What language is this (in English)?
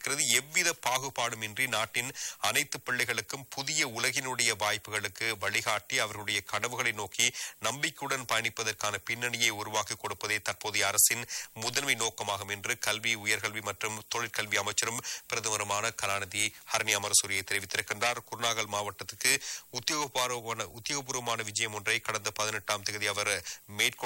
Tamil